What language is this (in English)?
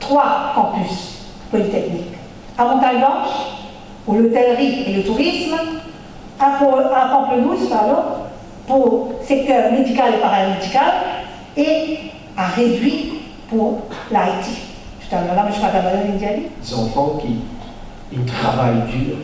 Morisyen